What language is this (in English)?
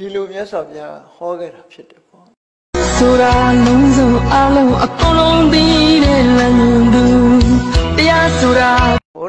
Burmese